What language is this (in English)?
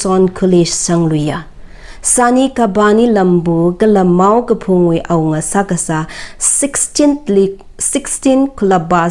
Tangkhul Naga (India)